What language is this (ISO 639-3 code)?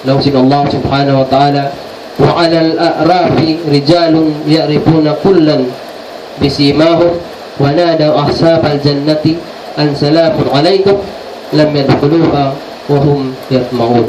tsg